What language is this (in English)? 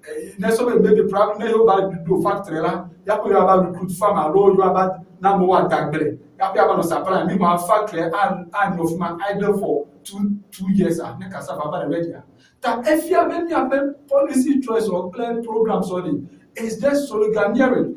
Ewe